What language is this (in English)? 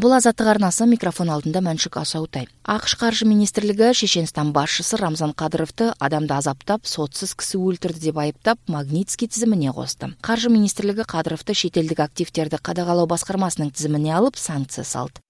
Kyrgyz